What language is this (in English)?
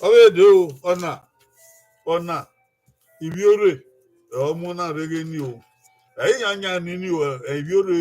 Bini